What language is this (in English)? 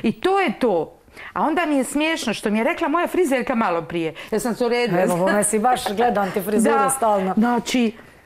Croatian